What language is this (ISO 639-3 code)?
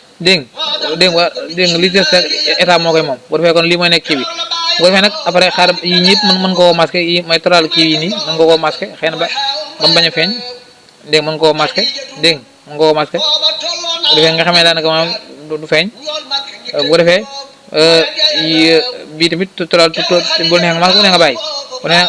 wol